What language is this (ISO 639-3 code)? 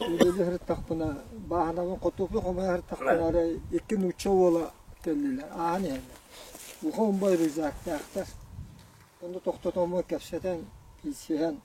sah